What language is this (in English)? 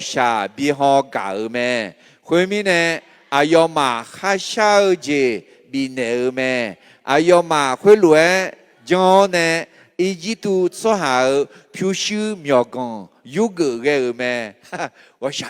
Akha